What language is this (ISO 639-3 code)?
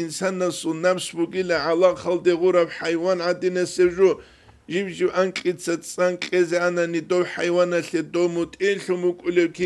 ava